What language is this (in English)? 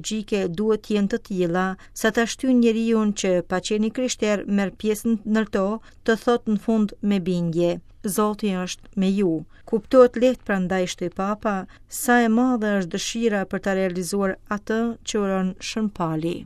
Albanian